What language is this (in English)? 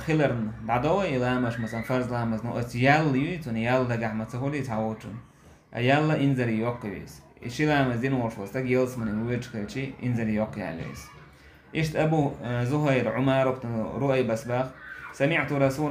Chechen